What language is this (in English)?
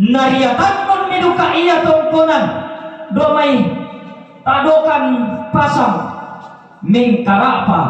Toraja-Sa'dan